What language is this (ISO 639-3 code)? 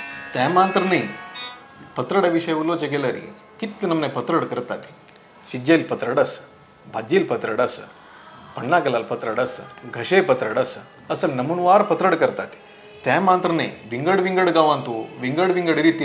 kok